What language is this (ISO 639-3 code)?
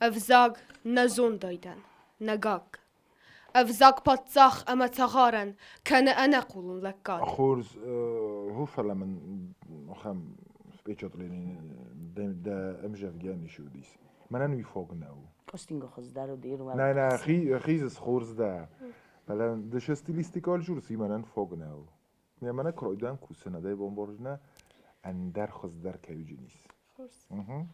oss